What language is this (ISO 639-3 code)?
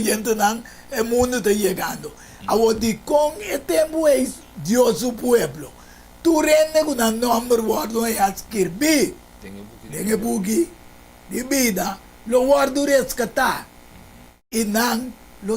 pap